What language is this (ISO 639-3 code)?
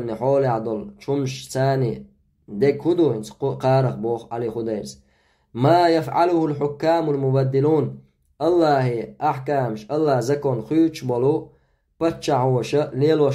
che